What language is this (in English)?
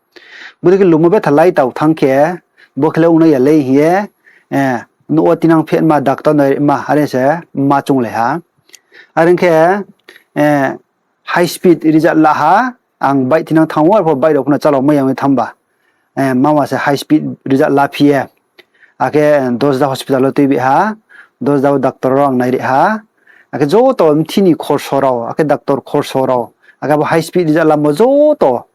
Riang (India)